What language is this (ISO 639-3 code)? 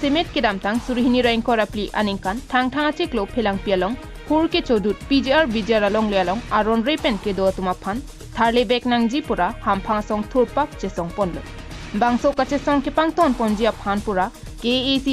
mjw